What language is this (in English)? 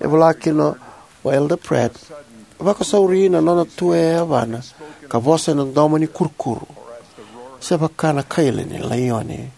Fijian